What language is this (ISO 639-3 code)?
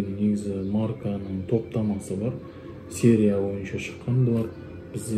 kaz